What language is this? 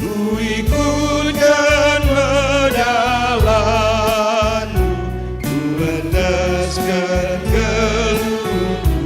Batak Karo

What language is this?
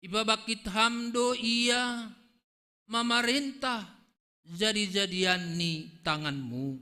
Batak Simalungun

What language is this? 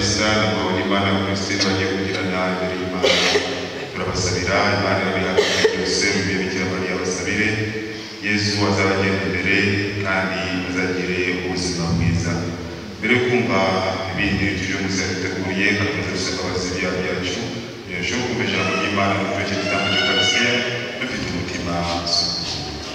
Kinyarwanda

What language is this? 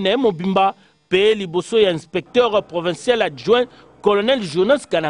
Lingala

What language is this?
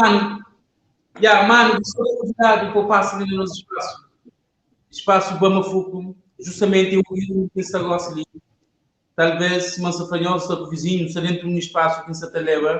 Kabuverdianu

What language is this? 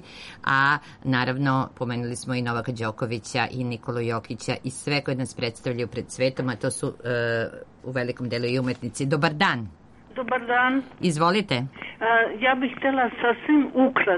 Serbian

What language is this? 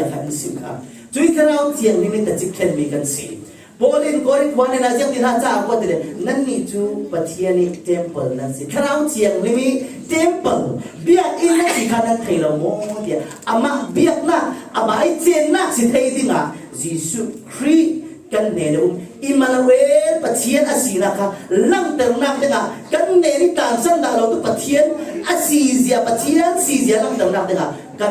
Falam Chin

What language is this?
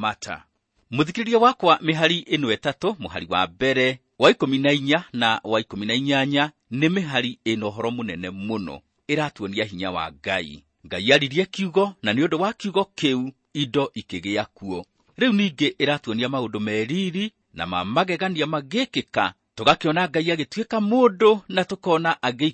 Kikuyu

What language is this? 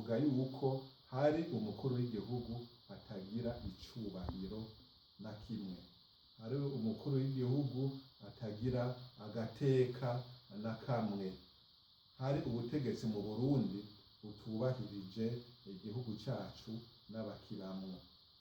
Rundi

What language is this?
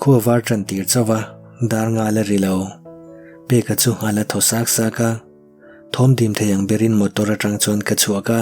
Mizo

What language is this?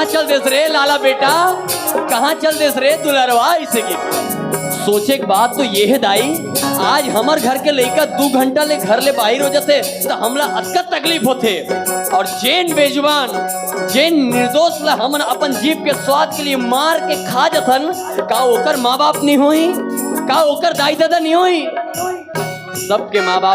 Chhattisgarhi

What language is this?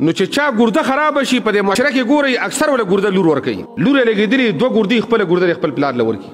Pashto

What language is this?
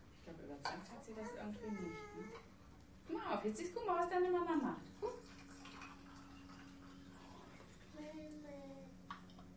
German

